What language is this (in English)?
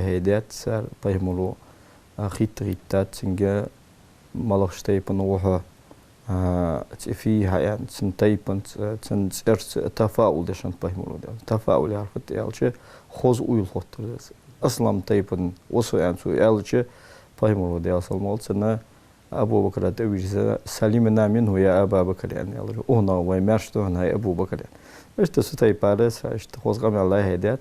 Ingush